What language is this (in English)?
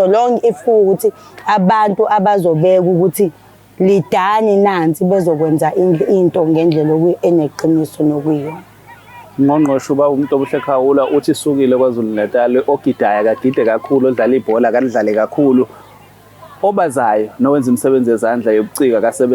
Zulu